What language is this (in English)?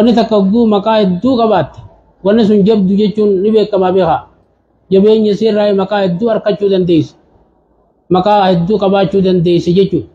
Oromo